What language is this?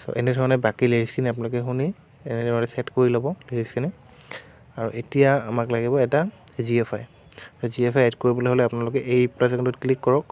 Assamese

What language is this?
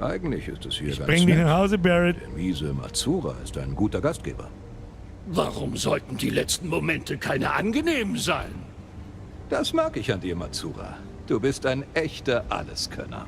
Bavarian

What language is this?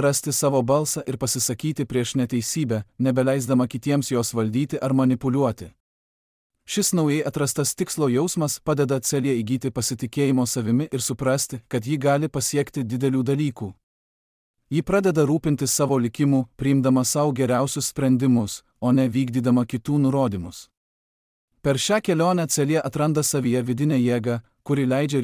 Lithuanian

